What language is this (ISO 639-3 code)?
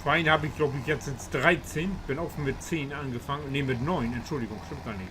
nds